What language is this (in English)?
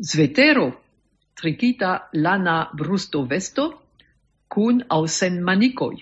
Esperanto